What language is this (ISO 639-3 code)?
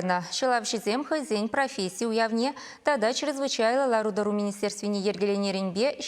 chv